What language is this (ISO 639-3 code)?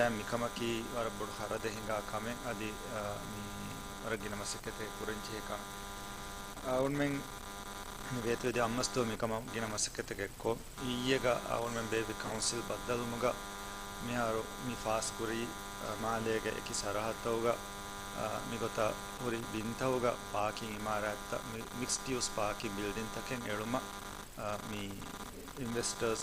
div